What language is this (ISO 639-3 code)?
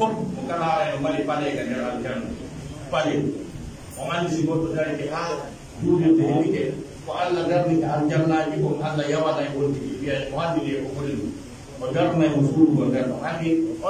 fuf